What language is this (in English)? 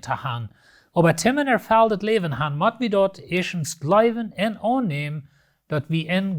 Plautdietsch